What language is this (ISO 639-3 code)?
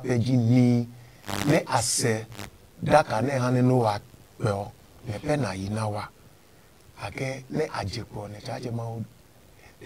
ada